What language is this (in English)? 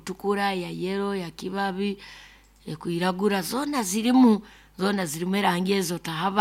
Nyoro